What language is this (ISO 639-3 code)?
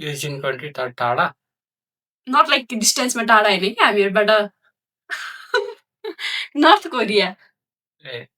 nep